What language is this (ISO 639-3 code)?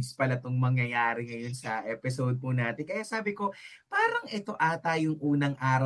fil